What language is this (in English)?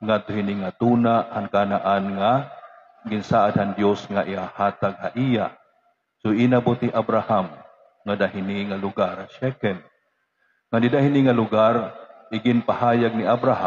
Waray